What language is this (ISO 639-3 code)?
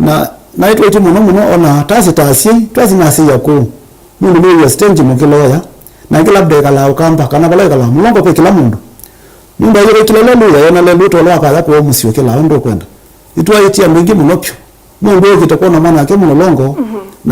kam